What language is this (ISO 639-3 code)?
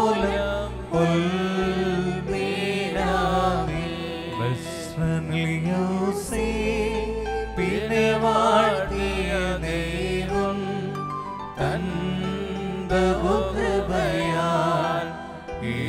mal